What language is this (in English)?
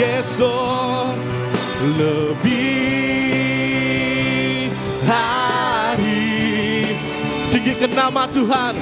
Iban